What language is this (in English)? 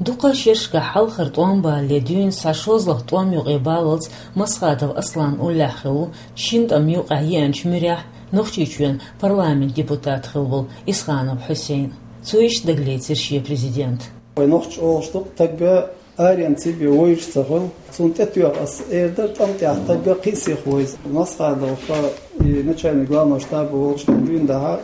Chechen